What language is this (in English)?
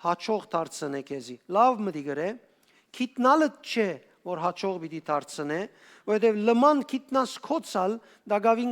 Western Armenian